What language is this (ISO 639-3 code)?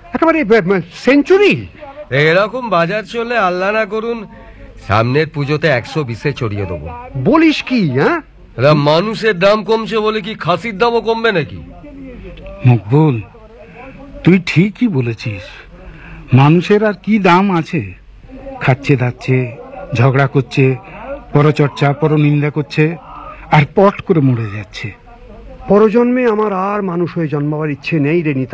ben